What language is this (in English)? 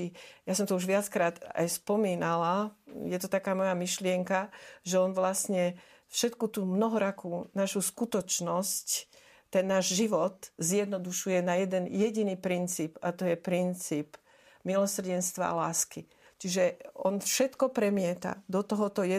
Slovak